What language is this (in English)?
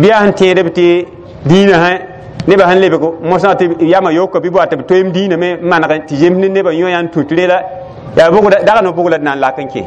Mossi